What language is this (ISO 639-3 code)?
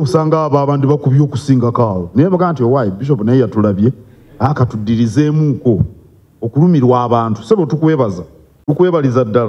lug